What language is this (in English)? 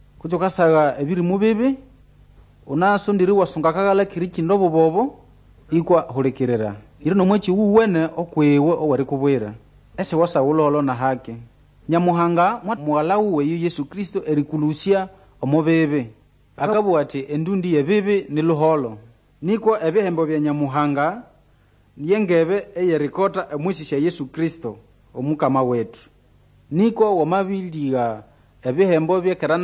Nande